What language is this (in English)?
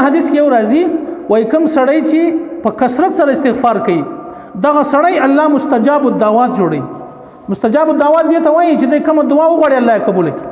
Pashto